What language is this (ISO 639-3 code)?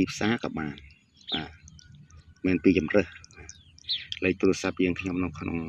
khm